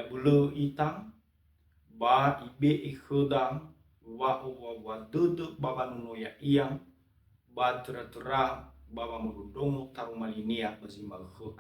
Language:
Nias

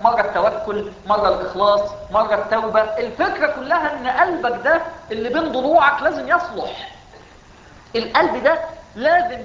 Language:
Egyptian Arabic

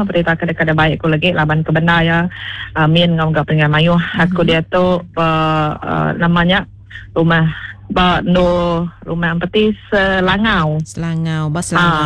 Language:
Iban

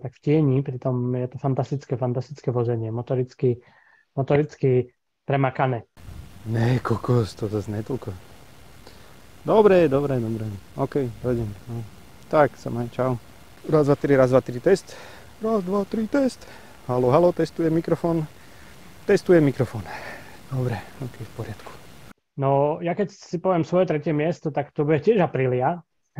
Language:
Slovak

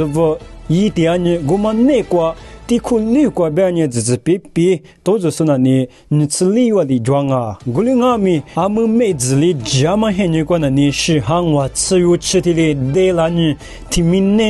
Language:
Lisu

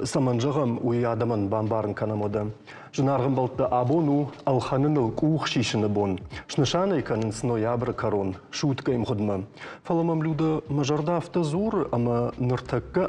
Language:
Ossetic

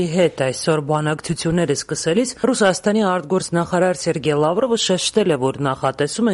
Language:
Armenian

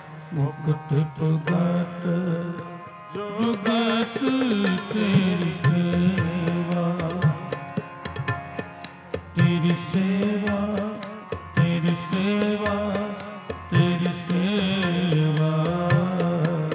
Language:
Punjabi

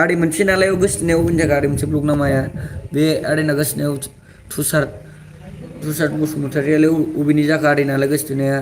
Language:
Bodo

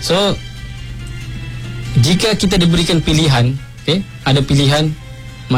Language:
Malay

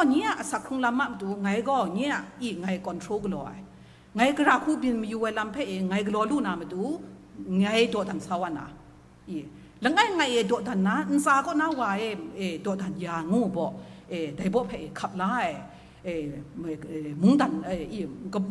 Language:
Kachin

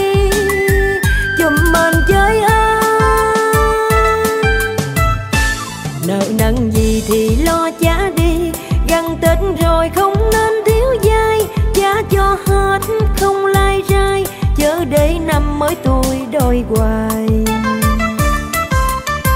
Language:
Vietnamese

